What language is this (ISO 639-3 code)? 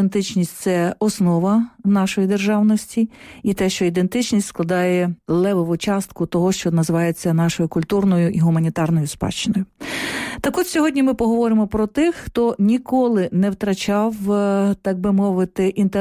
ukr